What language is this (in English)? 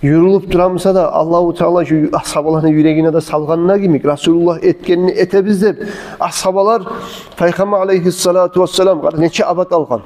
Kumyk